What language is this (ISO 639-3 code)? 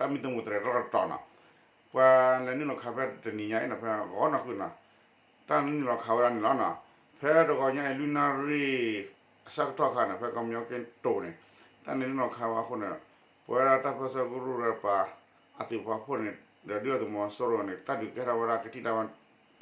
ksw